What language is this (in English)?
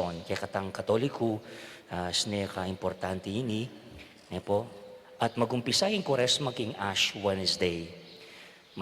Pampanga